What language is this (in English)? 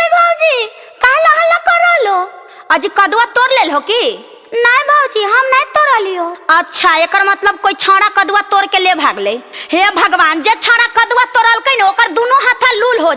Magahi